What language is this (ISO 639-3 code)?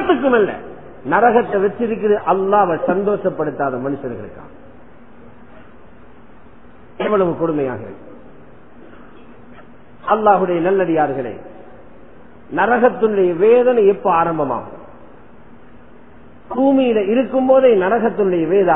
tam